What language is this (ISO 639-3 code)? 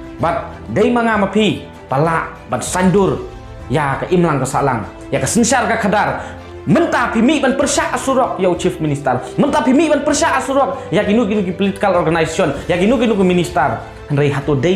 kha